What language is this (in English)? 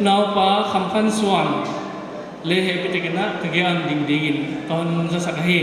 Paite Chin